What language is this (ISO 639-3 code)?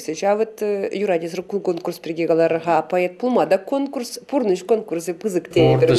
chv